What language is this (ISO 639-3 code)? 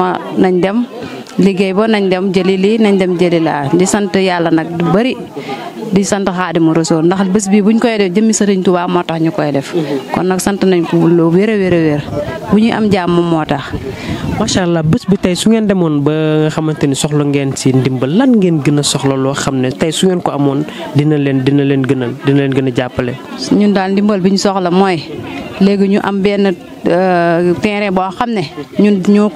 wol